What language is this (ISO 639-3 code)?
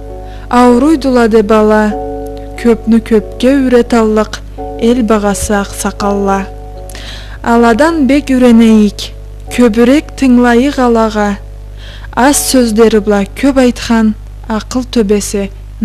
krc